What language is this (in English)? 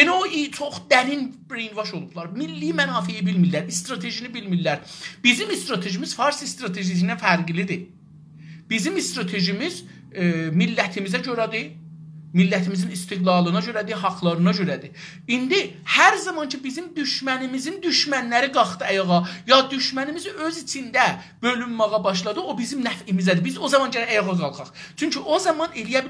South Azerbaijani